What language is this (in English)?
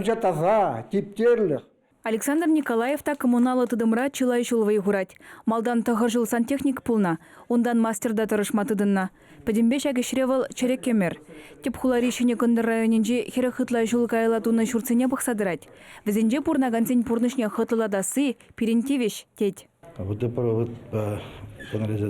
Chuvash